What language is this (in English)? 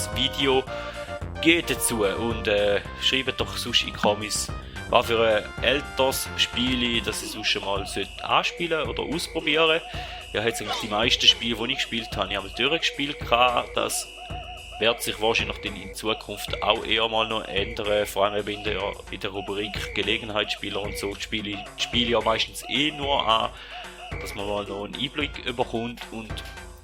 Swiss German